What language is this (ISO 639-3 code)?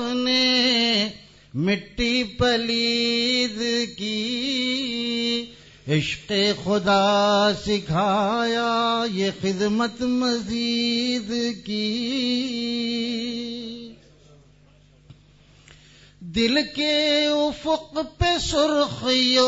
urd